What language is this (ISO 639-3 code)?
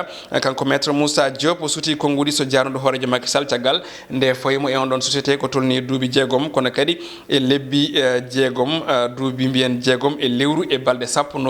ful